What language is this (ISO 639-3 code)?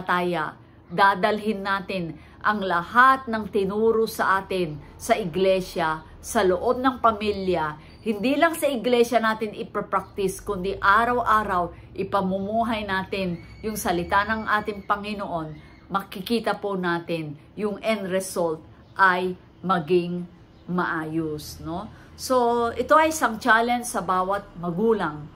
fil